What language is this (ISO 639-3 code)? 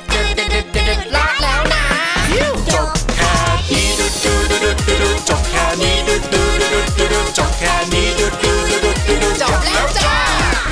tha